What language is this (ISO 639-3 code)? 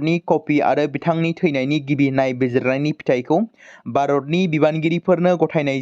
brx